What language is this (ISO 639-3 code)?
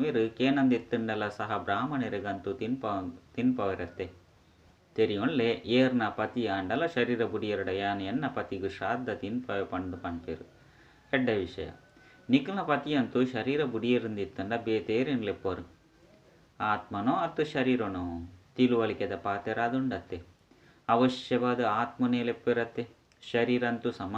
tcy